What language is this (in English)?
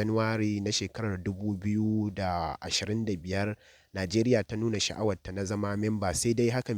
Hausa